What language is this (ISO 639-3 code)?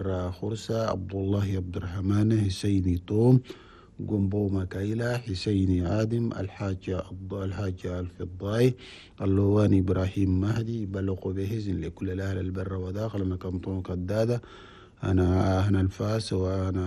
shu